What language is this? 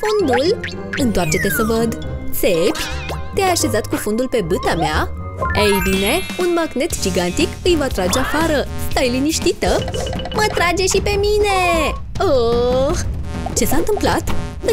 Romanian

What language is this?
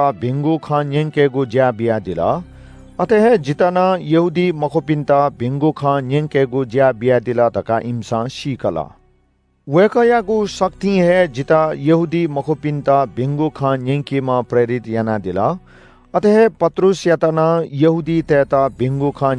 Newari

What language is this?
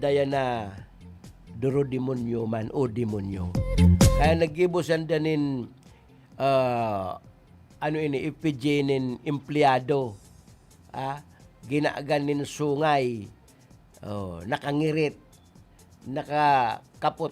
Bikol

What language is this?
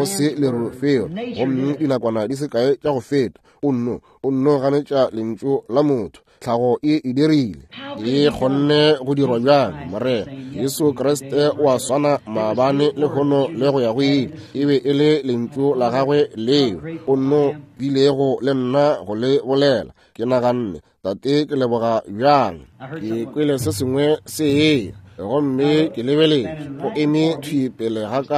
Northern Sotho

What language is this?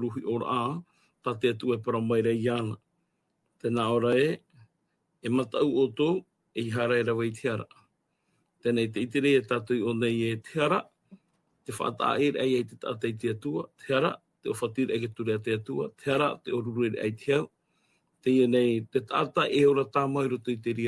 Tahitian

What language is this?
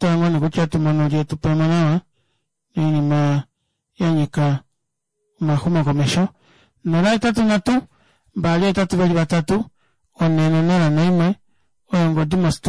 Kuanyama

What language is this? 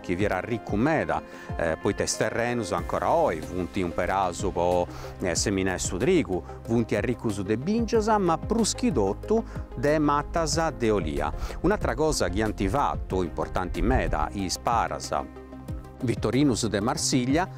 Sardinian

